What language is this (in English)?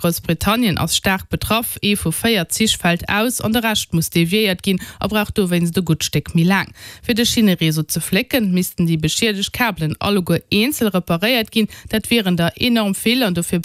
Luxembourgish